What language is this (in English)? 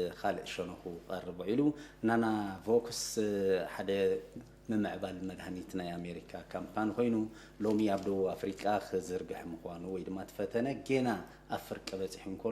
Tigrinya